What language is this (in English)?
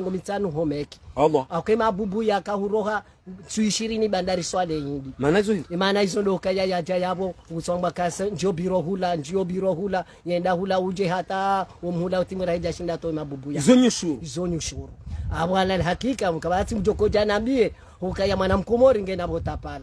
Ngazidja Comorian